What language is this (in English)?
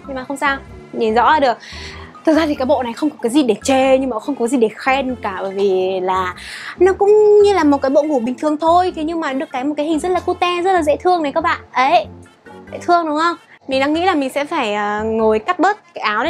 Vietnamese